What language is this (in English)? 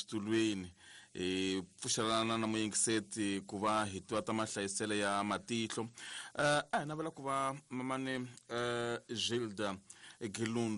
Tsonga